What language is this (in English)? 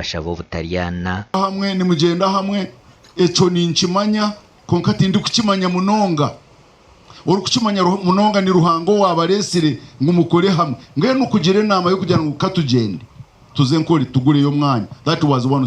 Nyankole